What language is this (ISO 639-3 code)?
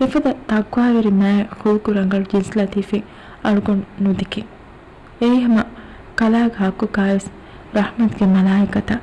div